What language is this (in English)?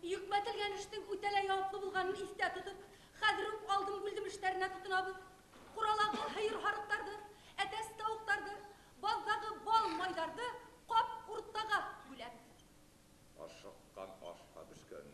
Bashkir